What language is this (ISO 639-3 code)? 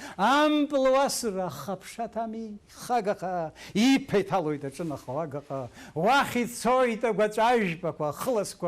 abk